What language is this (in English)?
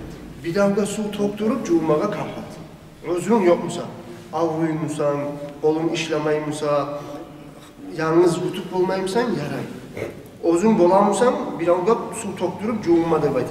Kumyk